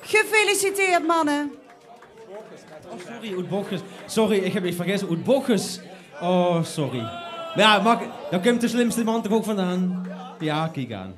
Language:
Limburgish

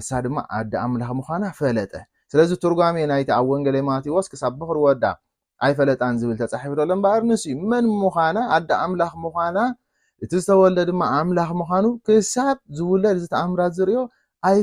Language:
Tigrinya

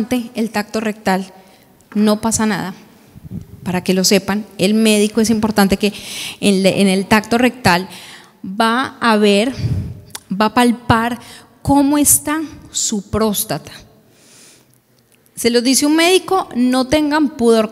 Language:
Spanish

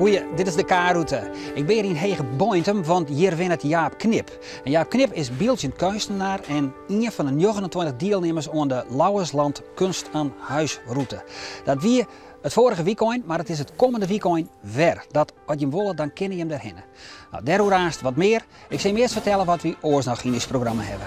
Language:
Western Frisian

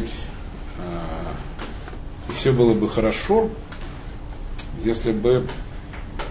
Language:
Russian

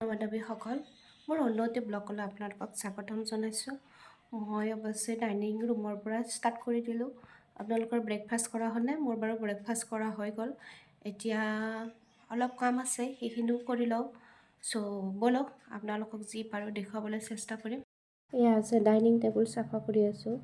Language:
Assamese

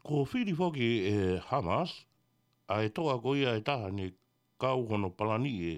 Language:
Tongan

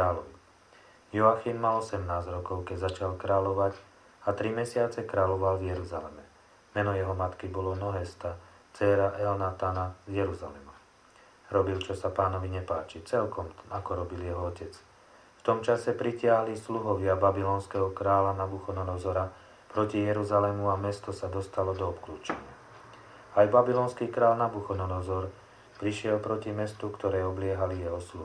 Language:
Slovak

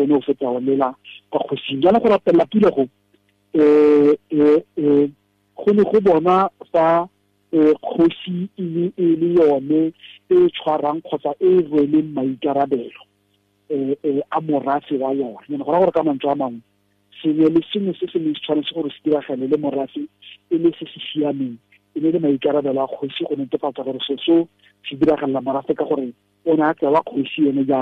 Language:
Tswana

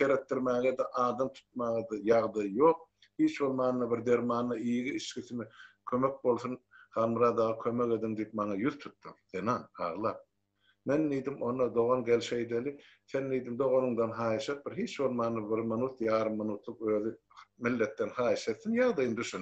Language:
Turkmen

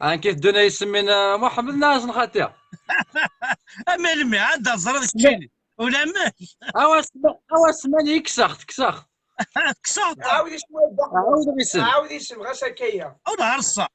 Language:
Kabyle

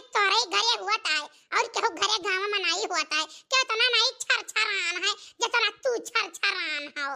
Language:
Awadhi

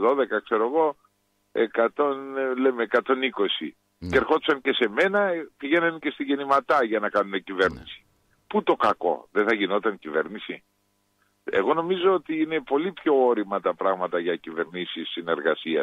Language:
Greek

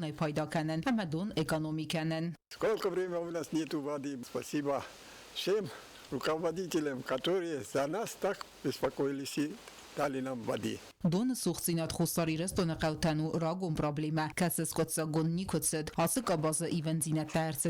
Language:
Ossetic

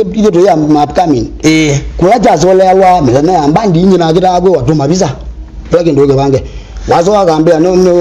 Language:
Kamba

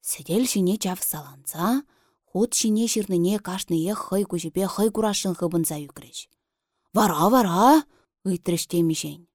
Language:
Chuvash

